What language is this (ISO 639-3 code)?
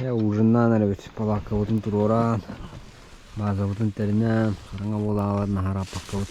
sah